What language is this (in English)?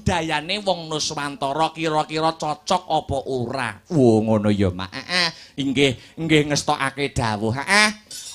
Javanese